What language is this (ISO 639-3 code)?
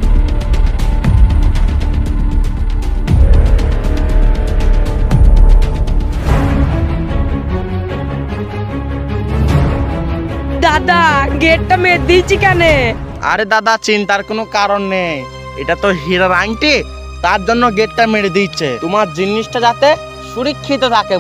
ben